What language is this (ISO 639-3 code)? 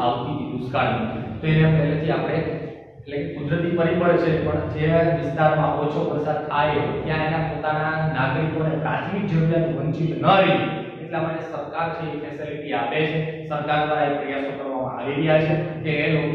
guj